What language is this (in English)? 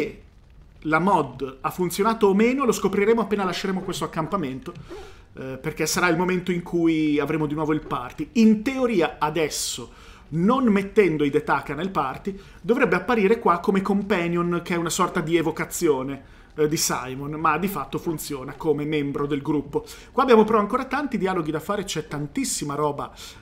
Italian